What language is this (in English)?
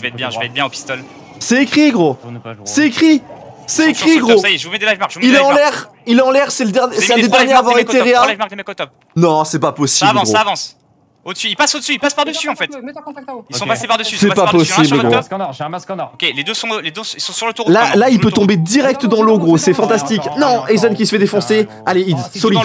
French